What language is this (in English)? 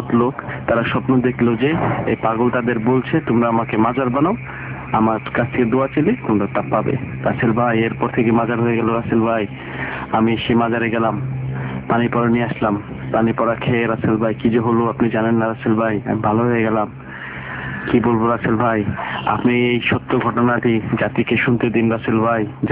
Bangla